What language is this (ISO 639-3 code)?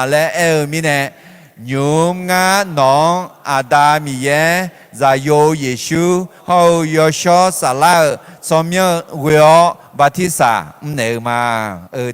ahk